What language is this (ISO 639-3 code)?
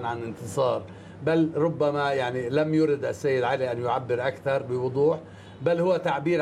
ara